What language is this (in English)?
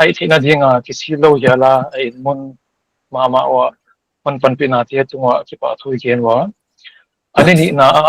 Paite Chin